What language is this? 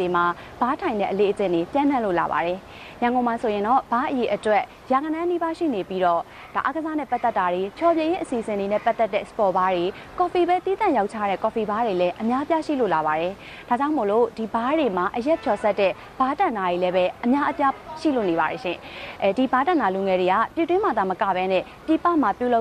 Burmese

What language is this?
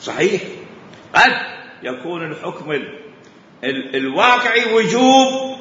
Mesopotamian Arabic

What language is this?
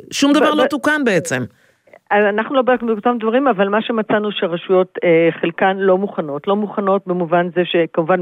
Hebrew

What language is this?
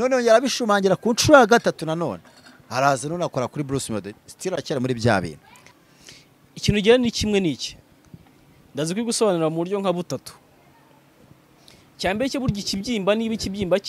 Kinyarwanda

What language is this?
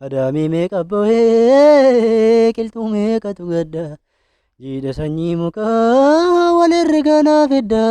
Oromo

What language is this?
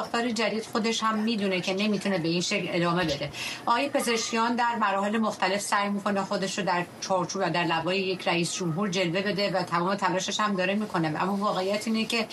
Persian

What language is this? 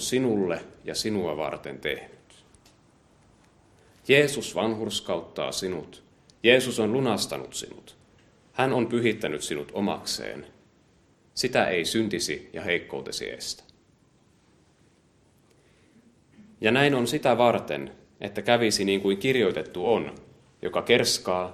Finnish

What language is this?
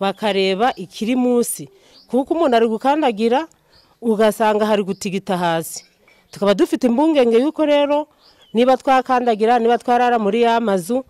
Kinyarwanda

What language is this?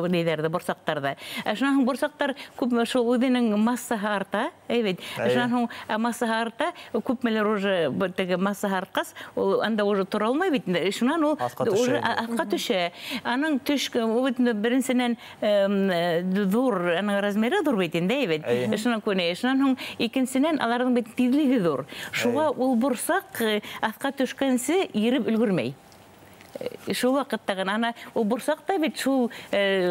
Bashkir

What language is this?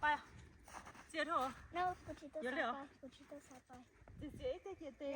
Hmong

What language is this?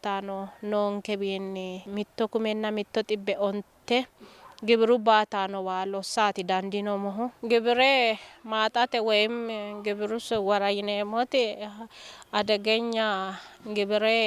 Sidamo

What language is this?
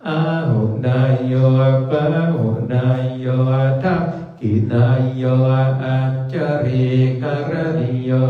Pali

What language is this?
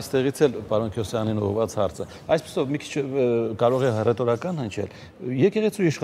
Armenian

